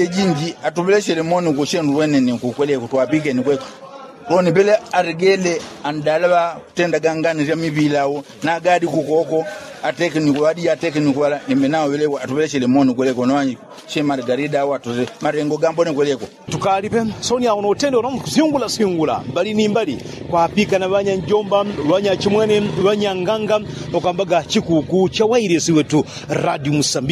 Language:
Yao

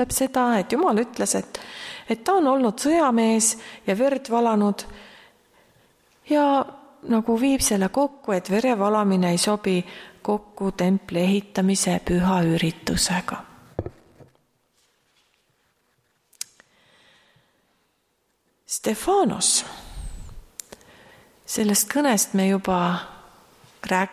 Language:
Estonian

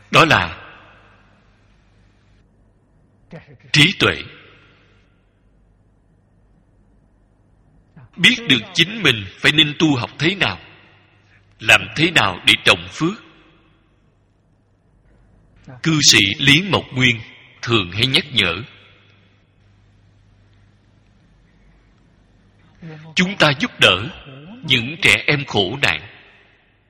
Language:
Vietnamese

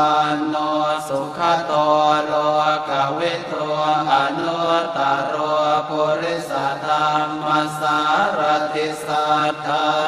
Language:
Pali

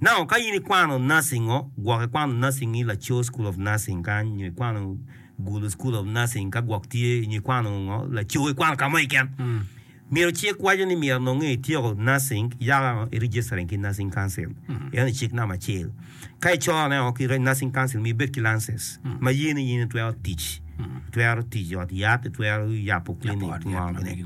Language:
Acoli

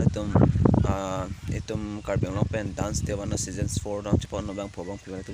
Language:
Karbi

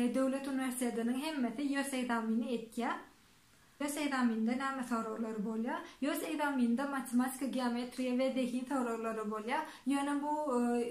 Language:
Turkmen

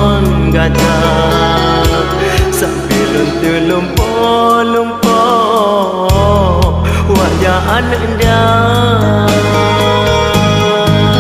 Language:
Achinese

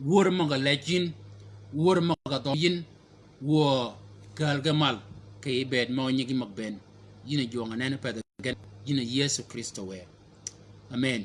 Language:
Shilluk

